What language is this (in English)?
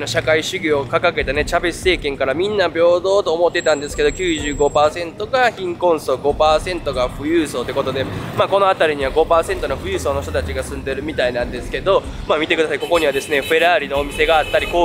Japanese